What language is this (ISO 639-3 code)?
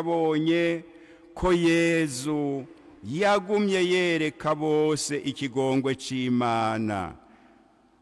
run